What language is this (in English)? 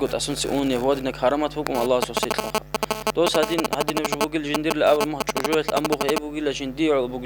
Avaric